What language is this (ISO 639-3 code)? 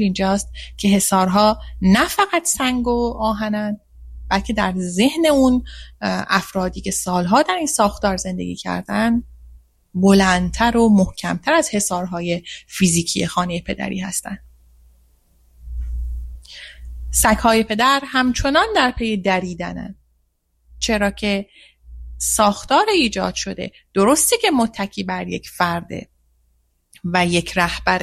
fas